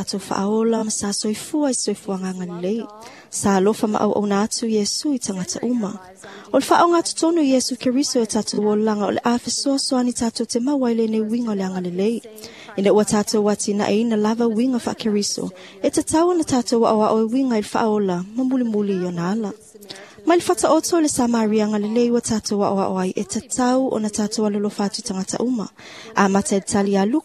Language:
Samoan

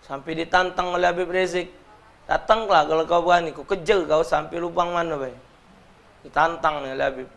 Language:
Musi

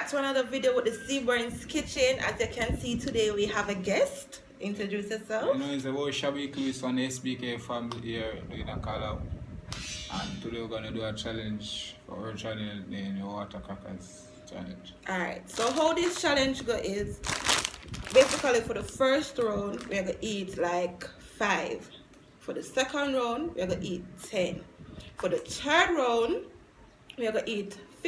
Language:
Jamaican Creole English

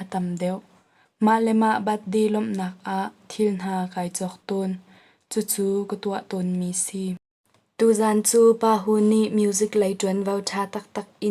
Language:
Hakha Chin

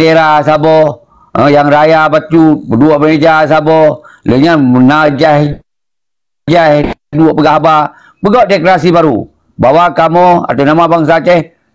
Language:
Achinese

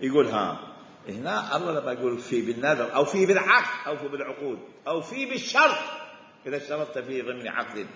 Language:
Mesopotamian Arabic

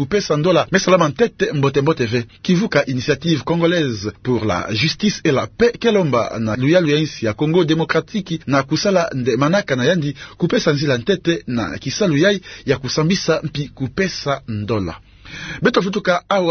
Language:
Kituba (Democratic Republic of Congo)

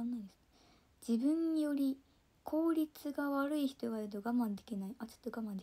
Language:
Japanese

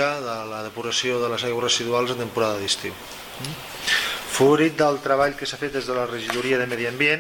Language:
Catalan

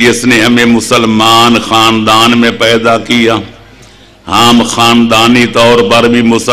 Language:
Urdu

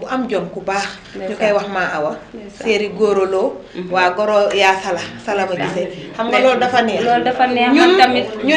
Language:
Wolof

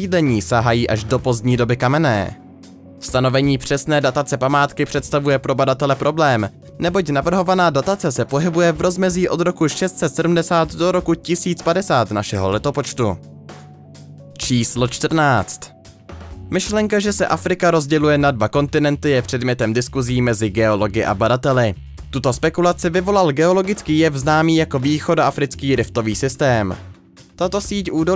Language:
Czech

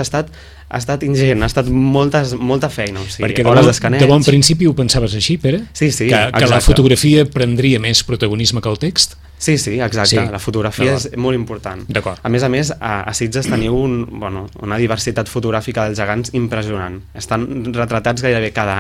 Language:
Catalan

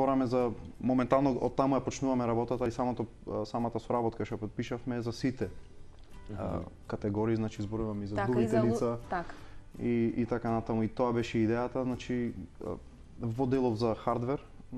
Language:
Macedonian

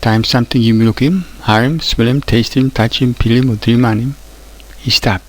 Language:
Tok Pisin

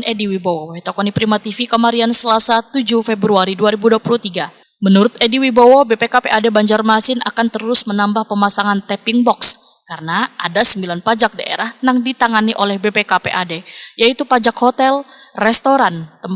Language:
Banjar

